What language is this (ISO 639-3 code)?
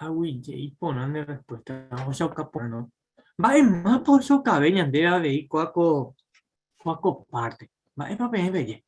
grn